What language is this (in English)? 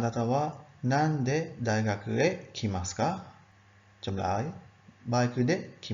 Khmer